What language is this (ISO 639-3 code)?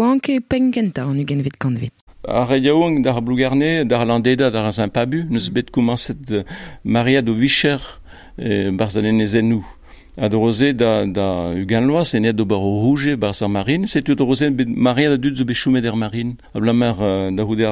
bre